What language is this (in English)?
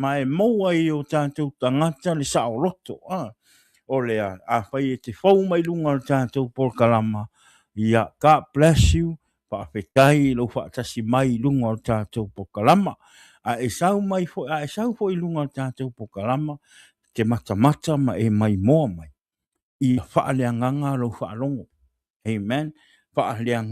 Samoan